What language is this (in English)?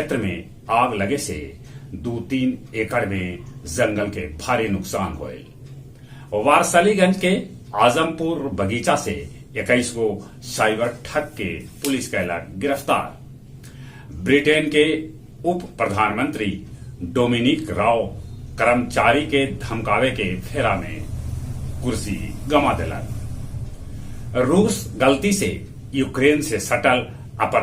Magahi